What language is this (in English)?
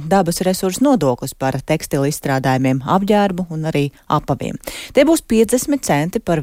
Latvian